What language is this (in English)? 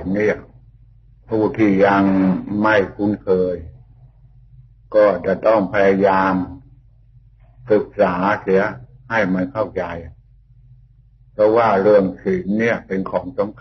Thai